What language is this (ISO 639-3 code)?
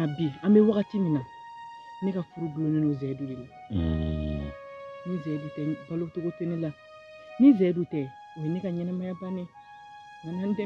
bam